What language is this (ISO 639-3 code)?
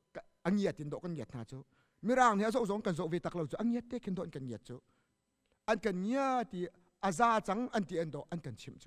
cnh